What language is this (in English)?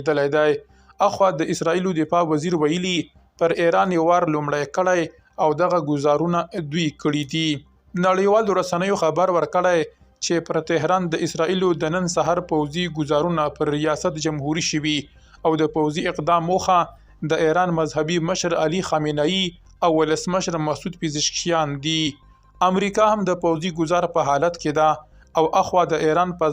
Pashto